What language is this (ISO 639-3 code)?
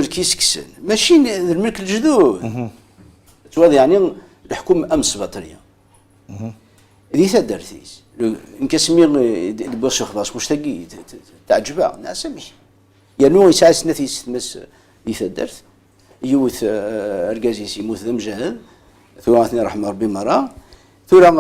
kab